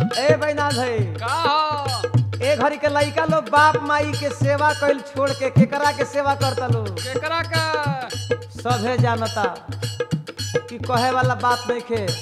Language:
Bhojpuri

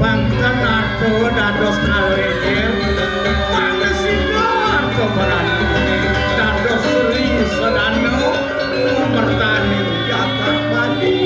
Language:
Balinese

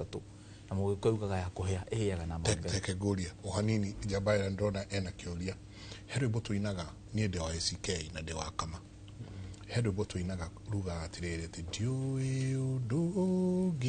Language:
Kikuyu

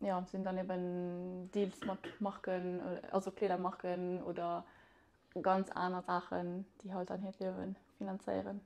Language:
Luxembourgish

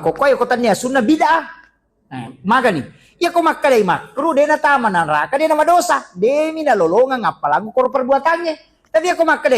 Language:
Buginese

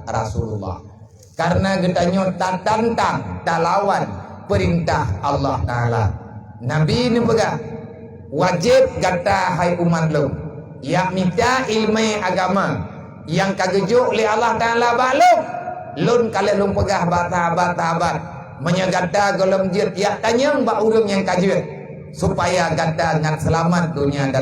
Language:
Achinese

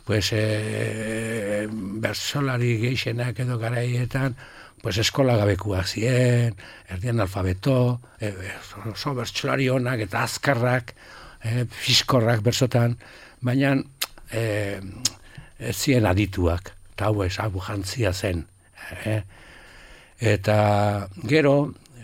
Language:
Basque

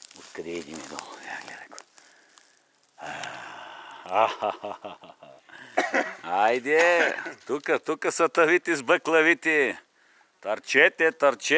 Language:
Bulgarian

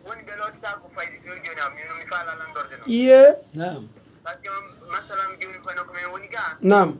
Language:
Pular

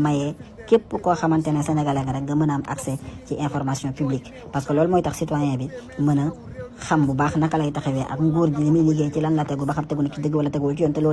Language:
Wolof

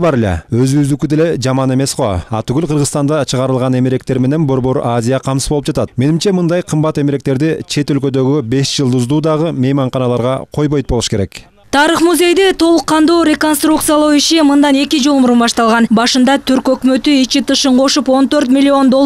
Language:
Kyrgyz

